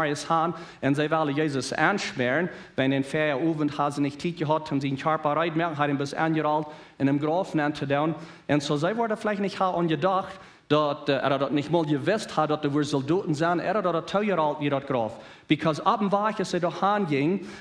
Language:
Plautdietsch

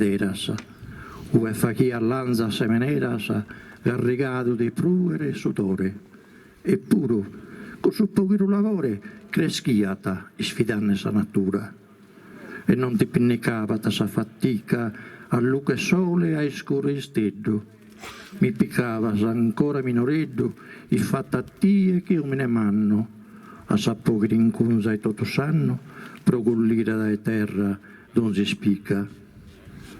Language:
Sardinian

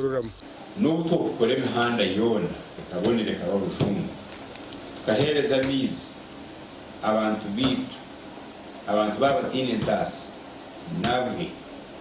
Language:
Nyankole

